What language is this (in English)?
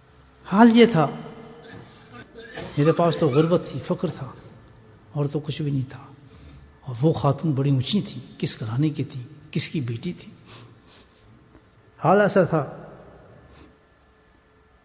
Urdu